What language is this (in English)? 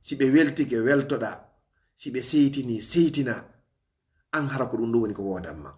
Fula